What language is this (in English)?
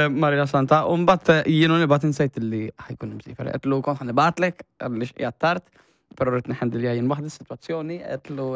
Maltese